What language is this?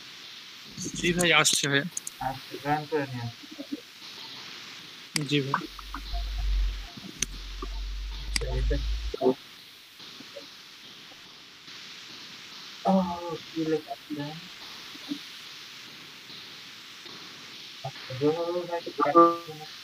Bangla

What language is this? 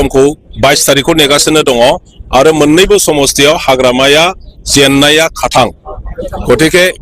Bodo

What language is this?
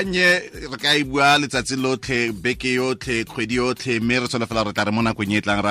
Tswana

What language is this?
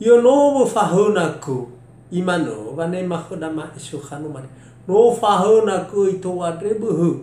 Nias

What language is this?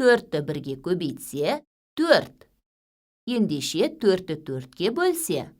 Kazakh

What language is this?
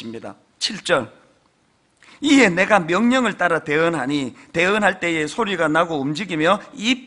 Korean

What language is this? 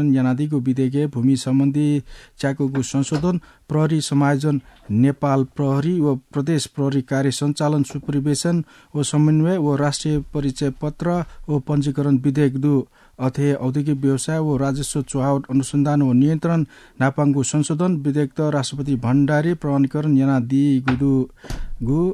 Newari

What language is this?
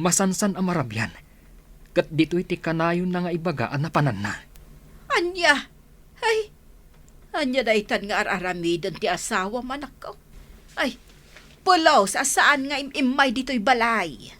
Iloko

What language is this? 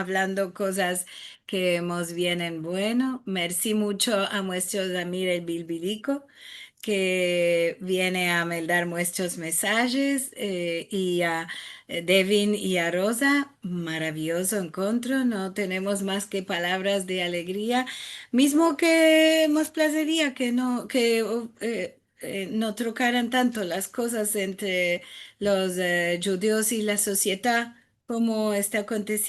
Ladino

